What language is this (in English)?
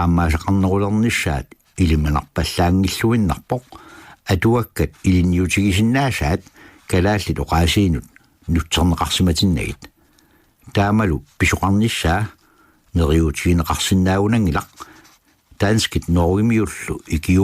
Kalaallisut